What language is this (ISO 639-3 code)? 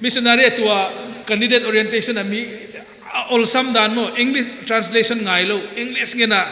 pck